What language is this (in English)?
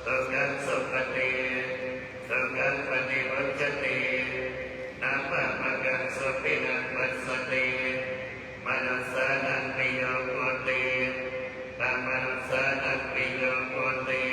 Pali